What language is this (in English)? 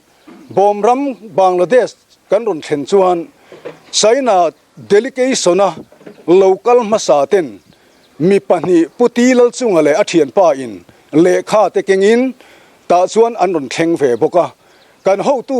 Mizo